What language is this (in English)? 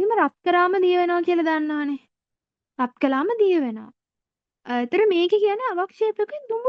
Sinhala